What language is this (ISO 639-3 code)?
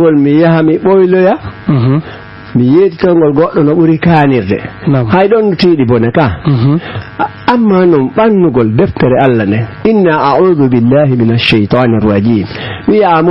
ful